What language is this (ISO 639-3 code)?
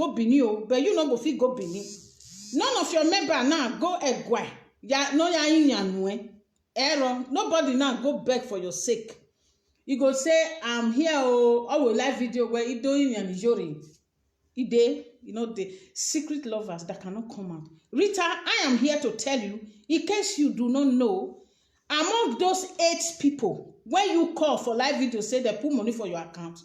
pcm